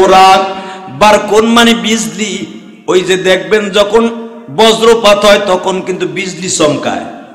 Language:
Bangla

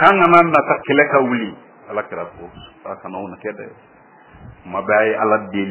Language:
Bambara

